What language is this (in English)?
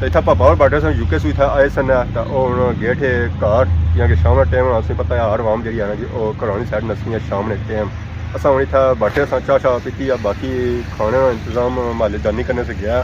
Pahari-Potwari